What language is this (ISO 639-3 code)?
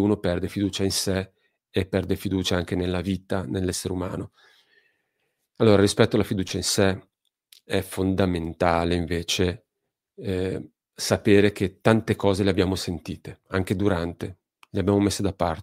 ita